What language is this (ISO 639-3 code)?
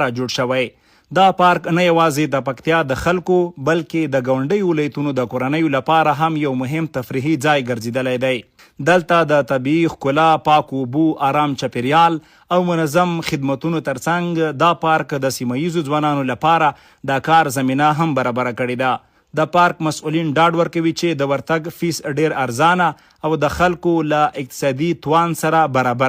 pus